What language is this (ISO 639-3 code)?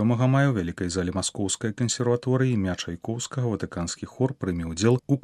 bel